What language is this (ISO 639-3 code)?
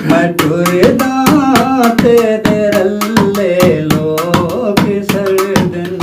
skr